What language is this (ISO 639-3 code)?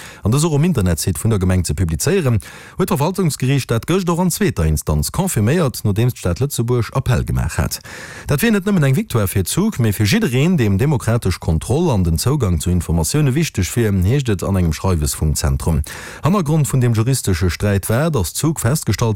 ltz